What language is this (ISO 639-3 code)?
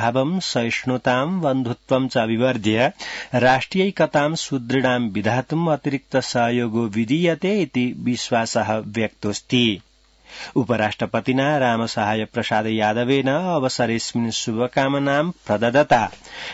san